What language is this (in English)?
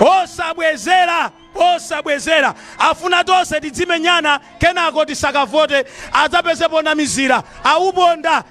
Nyanja